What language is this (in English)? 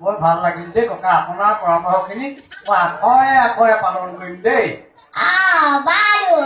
Assamese